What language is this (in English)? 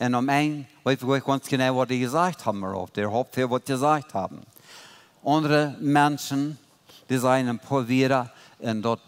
Plautdietsch